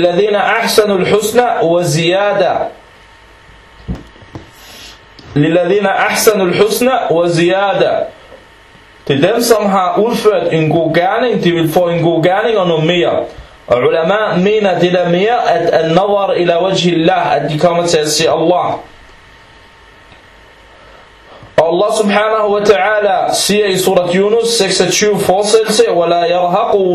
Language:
Danish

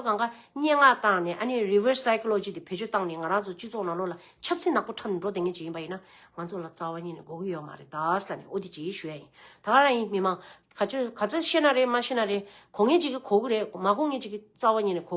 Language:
Tibetan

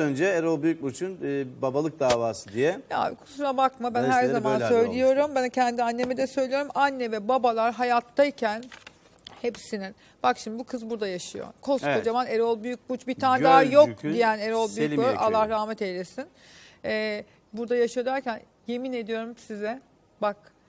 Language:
Turkish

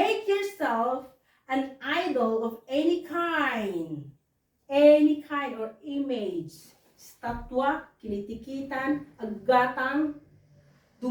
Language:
Iloko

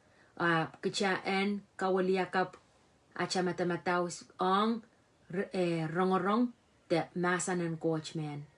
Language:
Pohnpeian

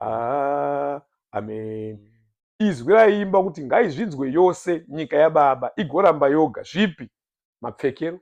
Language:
Shona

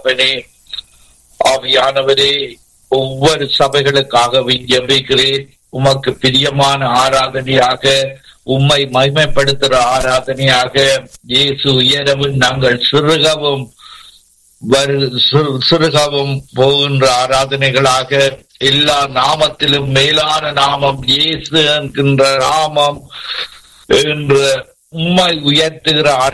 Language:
Tamil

